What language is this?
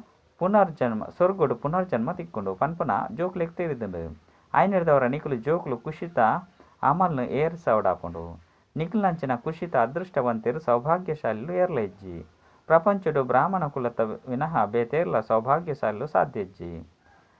Tulu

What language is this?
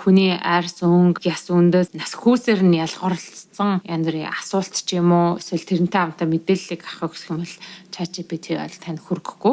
Mongolian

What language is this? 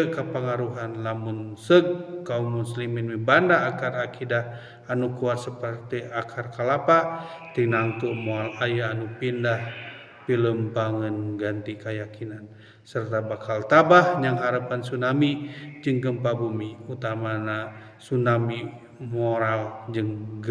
Sundanese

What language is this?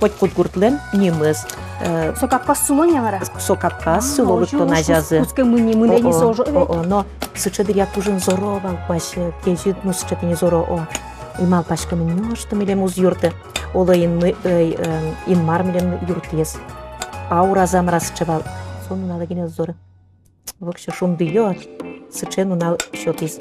Udmurt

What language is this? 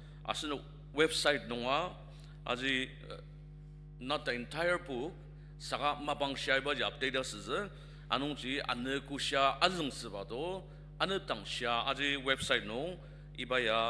Ao Naga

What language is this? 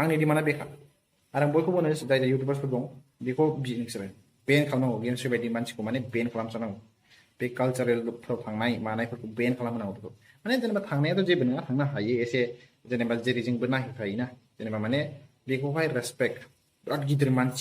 Bodo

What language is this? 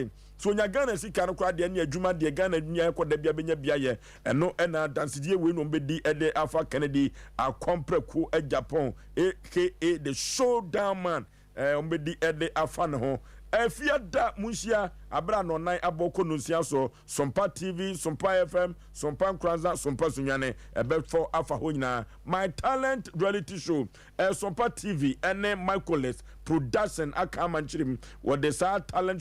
Akan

